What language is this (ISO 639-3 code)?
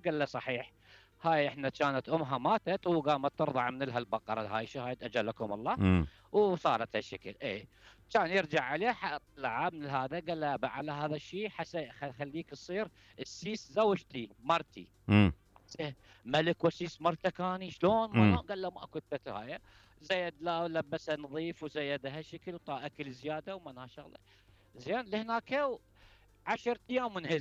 acm